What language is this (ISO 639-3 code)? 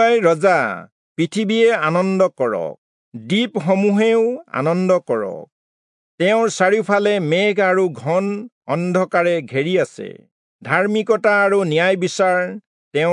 asm